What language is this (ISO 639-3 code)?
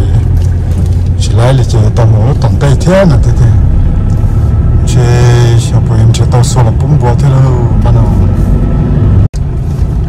vie